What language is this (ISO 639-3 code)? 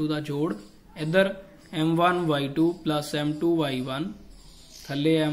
pan